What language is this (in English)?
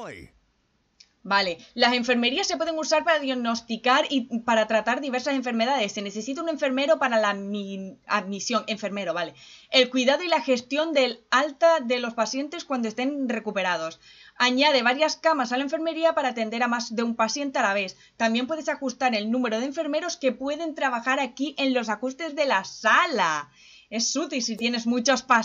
Spanish